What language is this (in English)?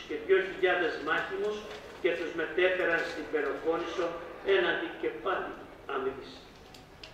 Greek